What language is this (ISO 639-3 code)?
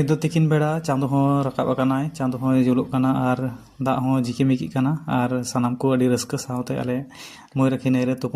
sat